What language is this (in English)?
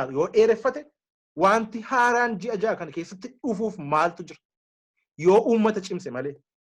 Oromo